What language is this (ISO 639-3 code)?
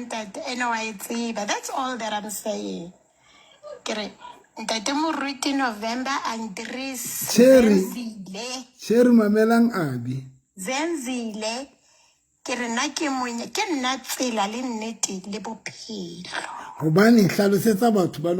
sot